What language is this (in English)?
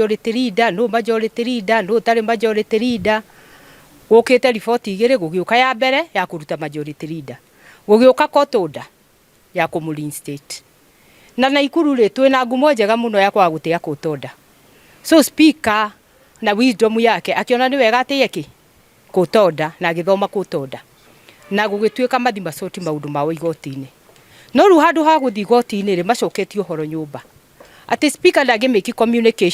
Kikuyu